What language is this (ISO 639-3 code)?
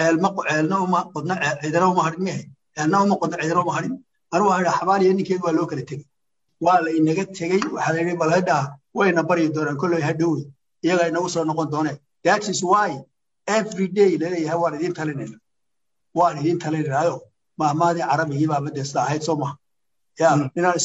som